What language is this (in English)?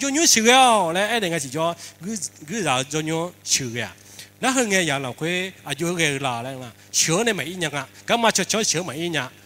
Akha